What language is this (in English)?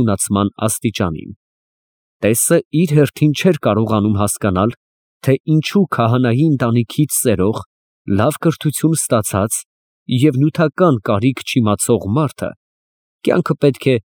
Armenian